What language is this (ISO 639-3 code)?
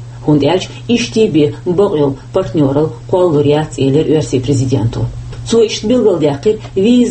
che